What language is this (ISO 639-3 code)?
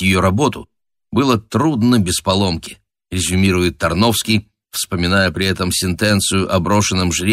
rus